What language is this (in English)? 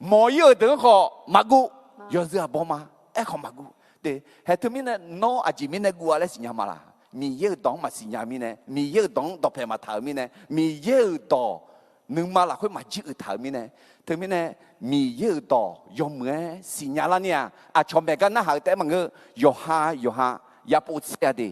Akha